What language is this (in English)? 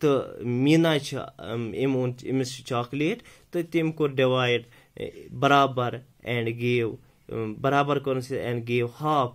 Kashmiri